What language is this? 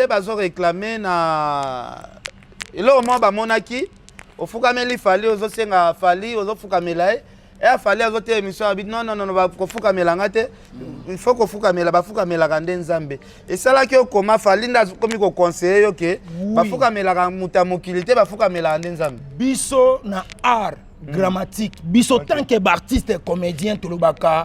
Lingala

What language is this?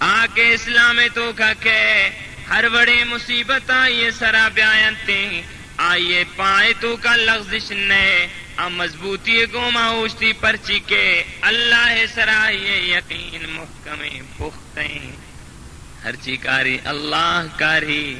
Baluchi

